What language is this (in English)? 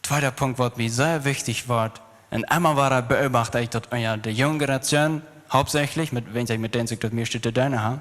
Plautdietsch